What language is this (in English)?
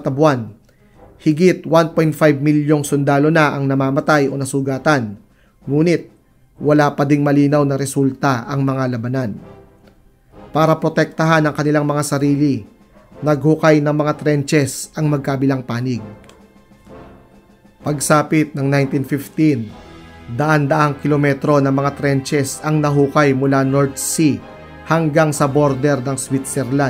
Filipino